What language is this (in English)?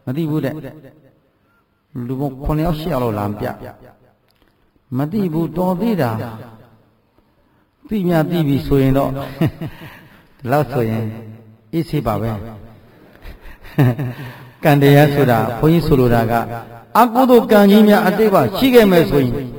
Burmese